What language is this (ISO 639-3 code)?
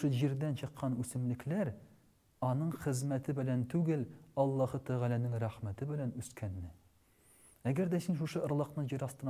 tat